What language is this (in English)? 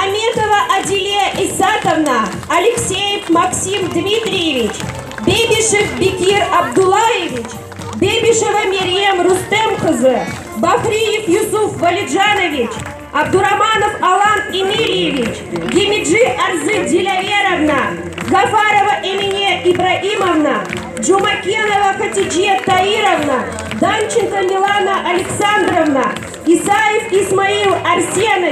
Crimean Tatar